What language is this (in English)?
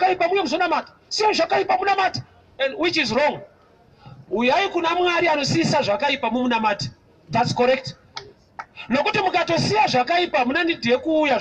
Shona